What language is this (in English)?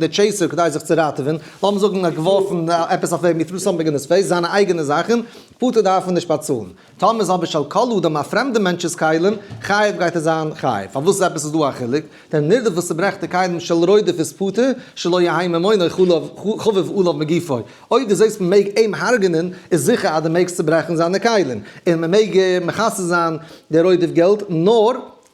Yiddish